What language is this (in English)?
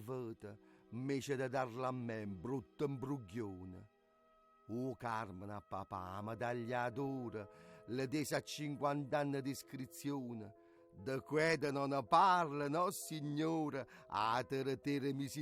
Neapolitan